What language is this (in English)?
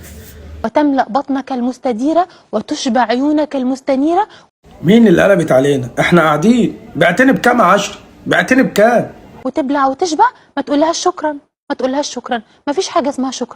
Egyptian Arabic